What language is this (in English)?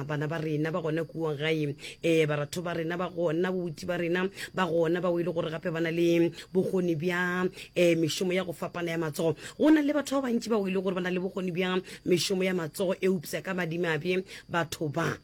Northern Sotho